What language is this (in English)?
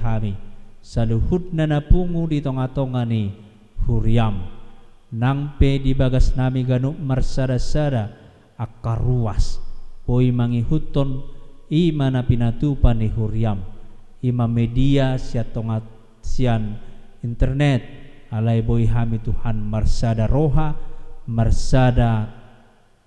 Batak Toba